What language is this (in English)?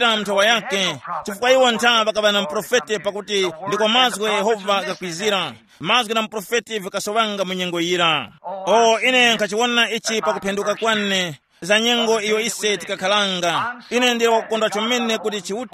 Tumbuka